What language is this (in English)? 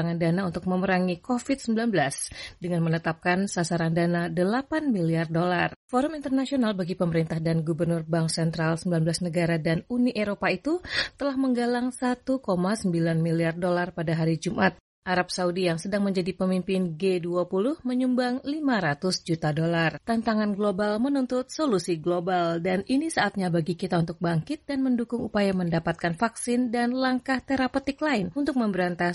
Indonesian